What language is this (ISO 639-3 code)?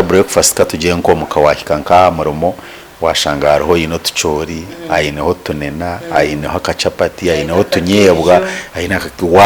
nyn